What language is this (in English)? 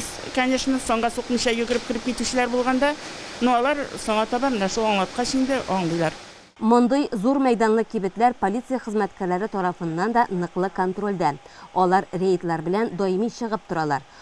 Tatar